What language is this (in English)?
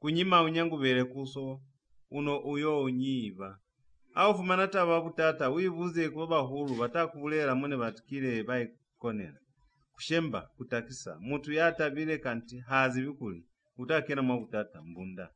Lozi